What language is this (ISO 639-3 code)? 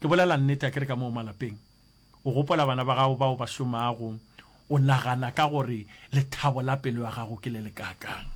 nso